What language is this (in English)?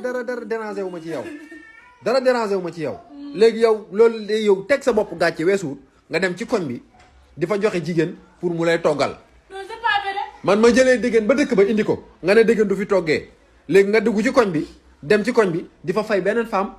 Wolof